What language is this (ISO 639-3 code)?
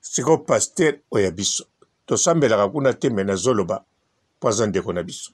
lin